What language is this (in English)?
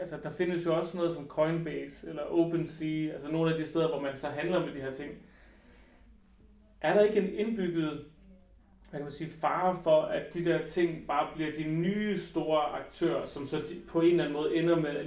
Danish